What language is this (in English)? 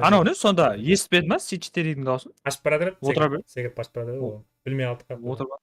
Kara-Kalpak